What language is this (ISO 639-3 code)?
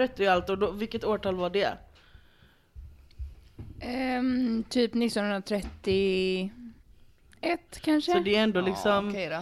swe